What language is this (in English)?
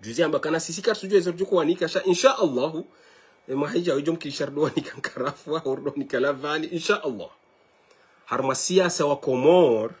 Ngazidja Comorian